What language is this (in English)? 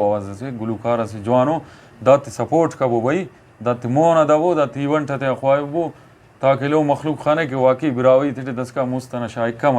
Brahui